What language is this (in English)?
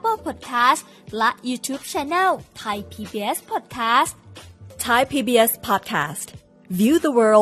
Thai